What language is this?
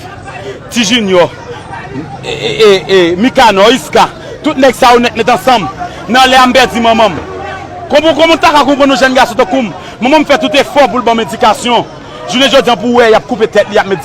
Haitian Creole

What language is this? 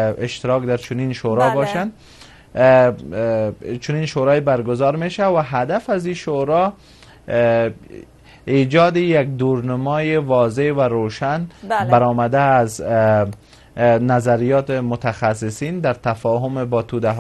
Persian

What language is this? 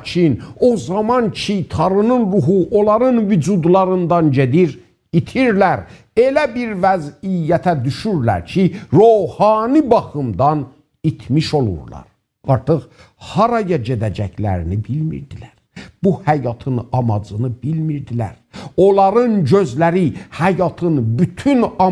South Azerbaijani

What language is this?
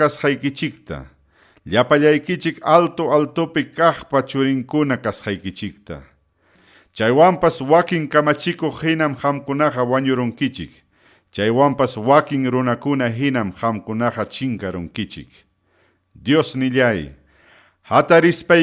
Ayacucho Quechua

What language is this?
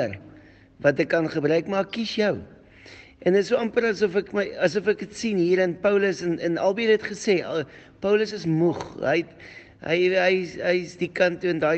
Afrikaans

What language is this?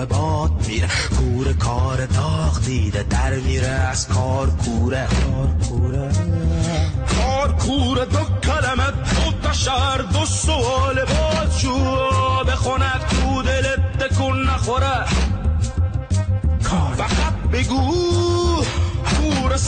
Persian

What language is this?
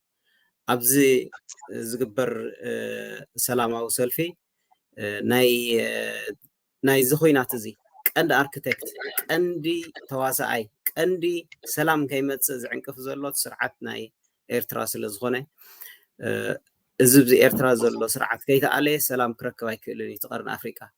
Tigrinya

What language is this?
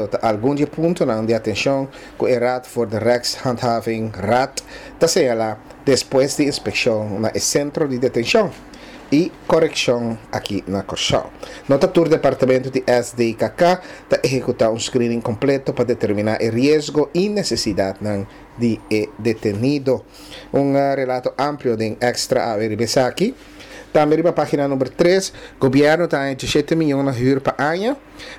Papiamento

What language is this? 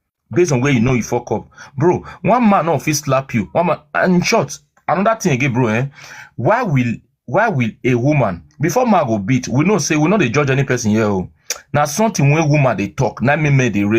Nigerian Pidgin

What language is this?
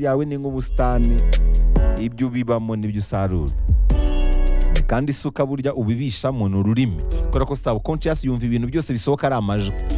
Kinyarwanda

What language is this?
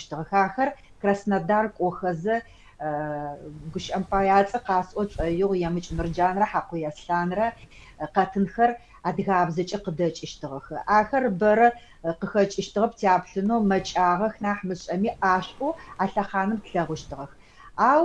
Adyghe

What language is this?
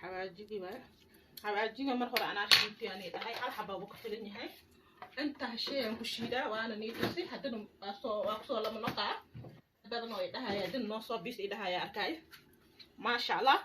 Somali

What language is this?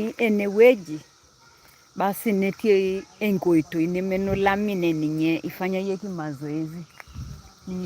Masai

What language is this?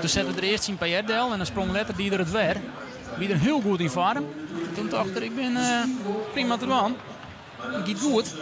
Western Frisian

